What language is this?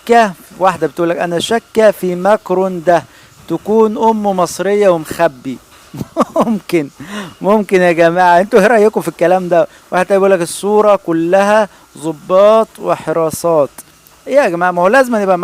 Egyptian Arabic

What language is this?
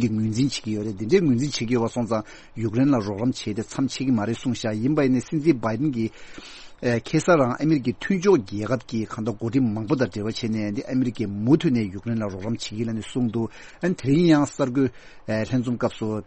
Tibetan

